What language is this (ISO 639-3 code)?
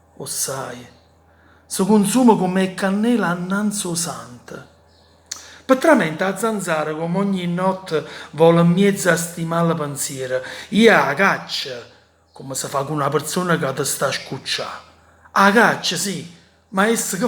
nap